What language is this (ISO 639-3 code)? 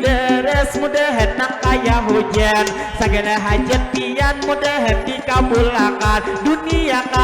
bjn